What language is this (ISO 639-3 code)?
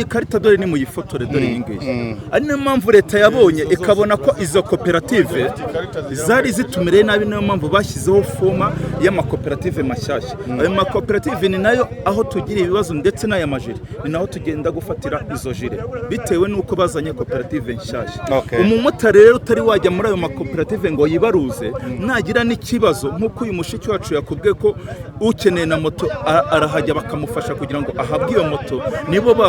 kin